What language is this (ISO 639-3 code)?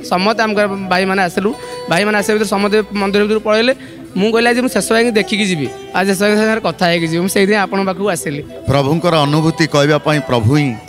ori